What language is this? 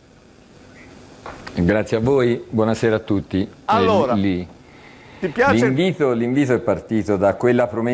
Italian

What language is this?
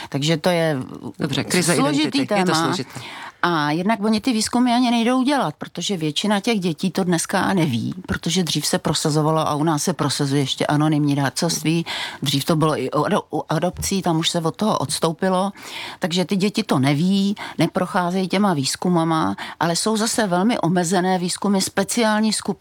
Czech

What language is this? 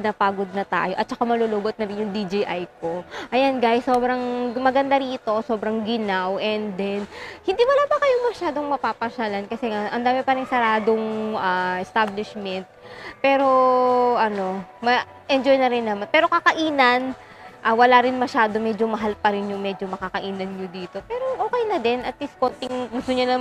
Filipino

